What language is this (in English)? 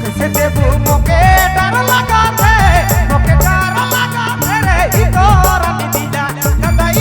Sadri